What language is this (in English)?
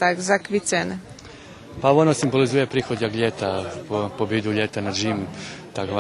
Rusyn